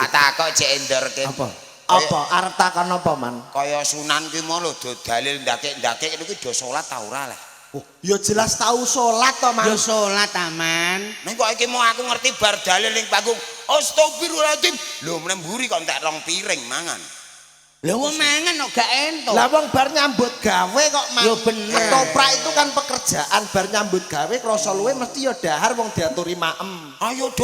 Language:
Javanese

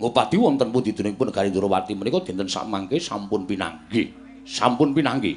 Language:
Javanese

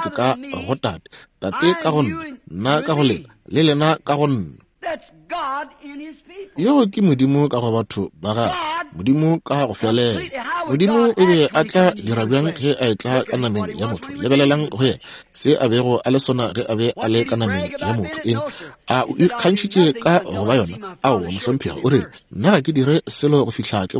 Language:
Northern Sotho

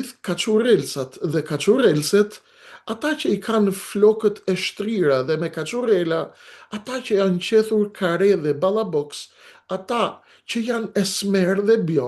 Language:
Albanian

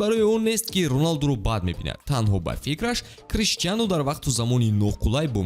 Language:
Tajik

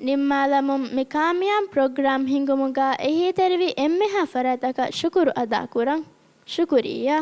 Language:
Divehi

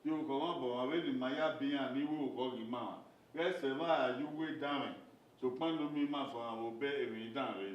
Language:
Bini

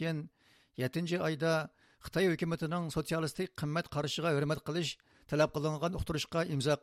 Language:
Uyghur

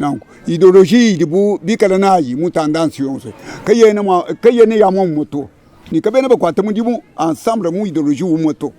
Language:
Luba-Lulua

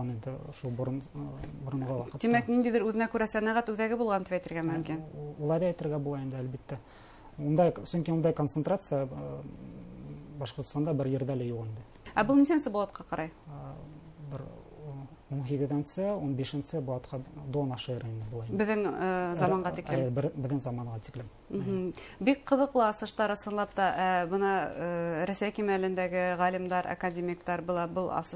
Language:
Bashkir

